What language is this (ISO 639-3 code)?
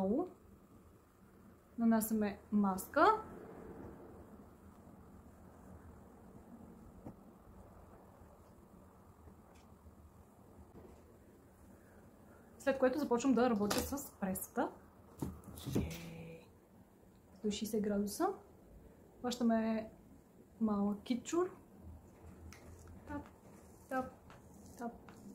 bul